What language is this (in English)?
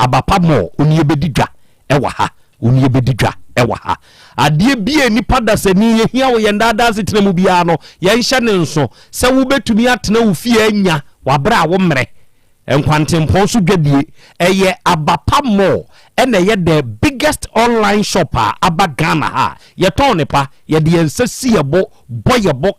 Akan